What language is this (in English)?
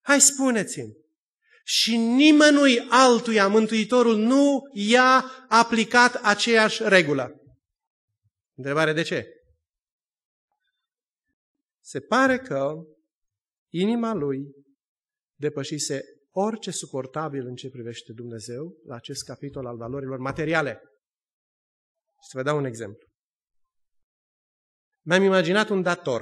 Romanian